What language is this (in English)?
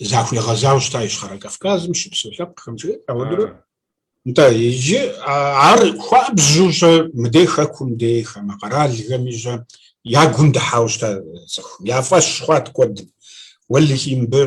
Kabardian